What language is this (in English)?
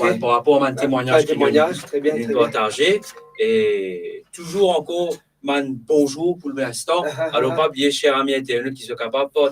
Morisyen